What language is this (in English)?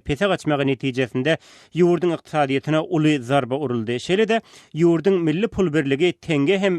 Turkmen